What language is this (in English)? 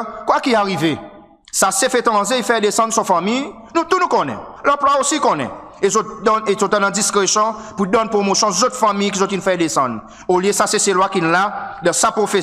Seselwa Creole French